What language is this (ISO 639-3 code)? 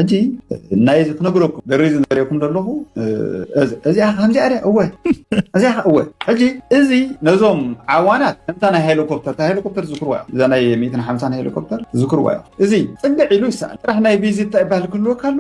tir